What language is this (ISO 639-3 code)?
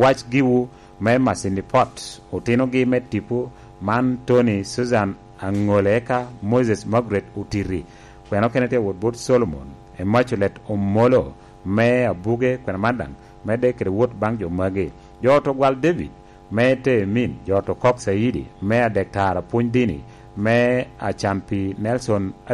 laj